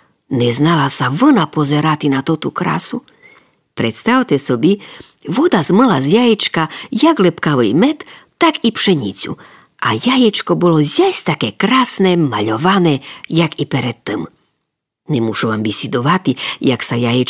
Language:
Rusyn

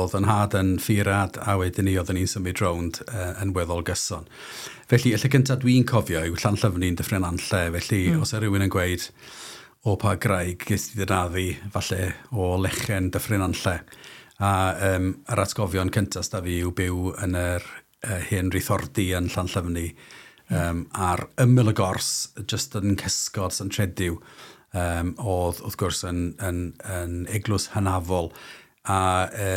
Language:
Welsh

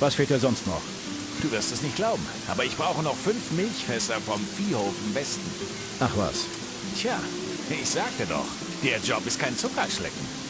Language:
Bavarian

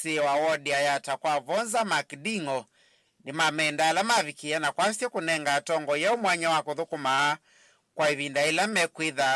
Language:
Kamba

